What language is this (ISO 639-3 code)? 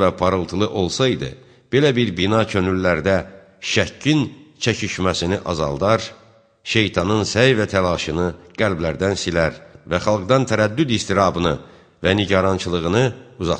aze